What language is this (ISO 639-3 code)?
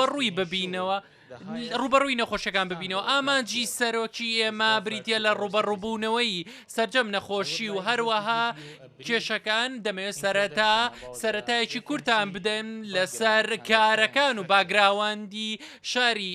ckb